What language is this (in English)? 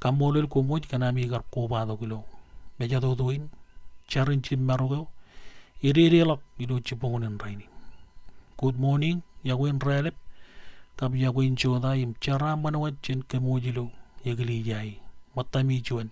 Marshallese